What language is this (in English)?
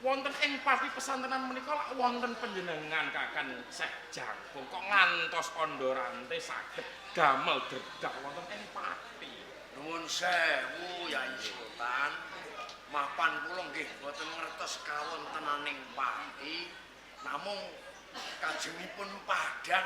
Javanese